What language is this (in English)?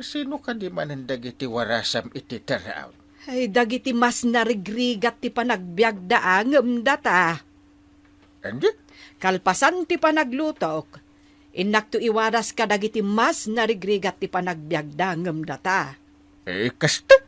Iloko